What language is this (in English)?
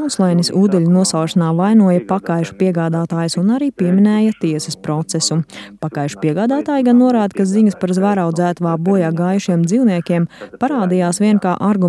Latvian